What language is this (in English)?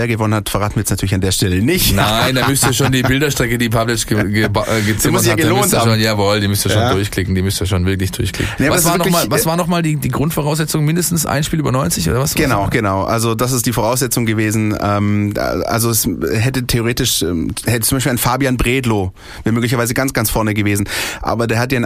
German